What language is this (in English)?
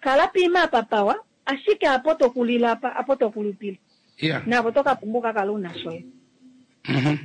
Kuanyama